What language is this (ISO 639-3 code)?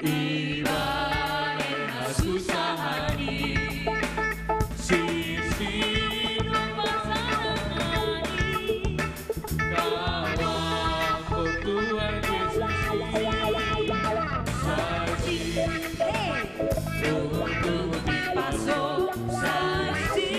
bts